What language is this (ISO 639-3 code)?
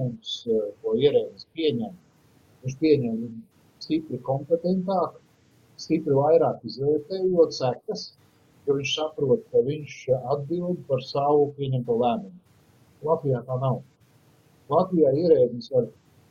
lav